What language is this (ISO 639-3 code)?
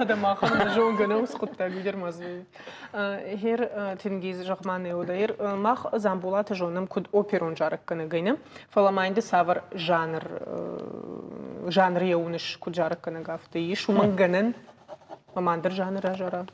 oss